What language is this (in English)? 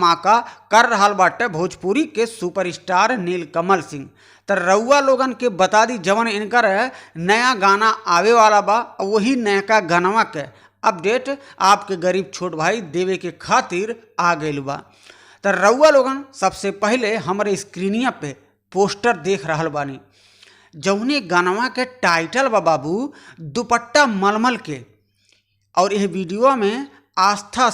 Bhojpuri